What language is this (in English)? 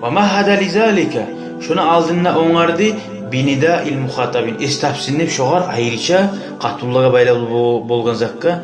Kumyk